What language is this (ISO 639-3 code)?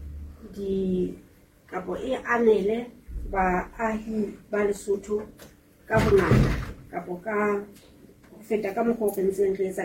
sot